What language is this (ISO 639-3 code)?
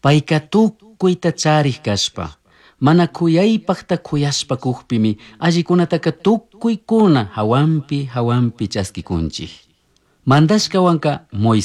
qug